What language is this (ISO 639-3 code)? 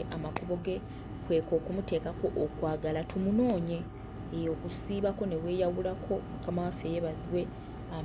lug